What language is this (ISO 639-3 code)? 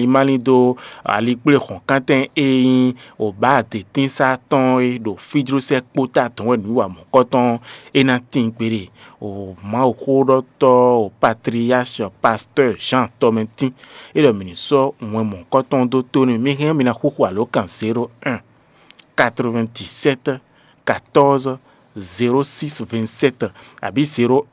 fon